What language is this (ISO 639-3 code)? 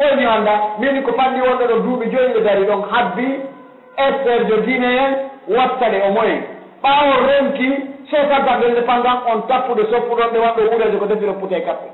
fuf